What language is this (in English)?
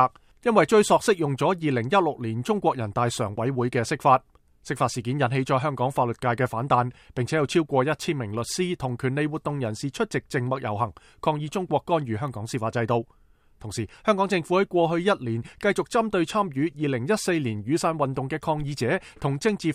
Cantonese